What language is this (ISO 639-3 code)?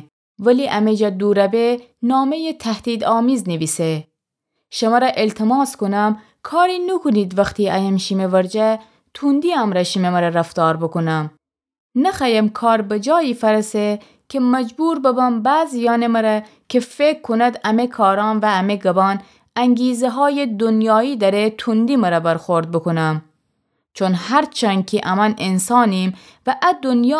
glk